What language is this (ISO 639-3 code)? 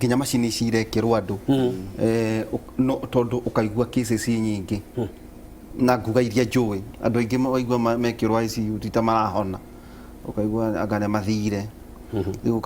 kik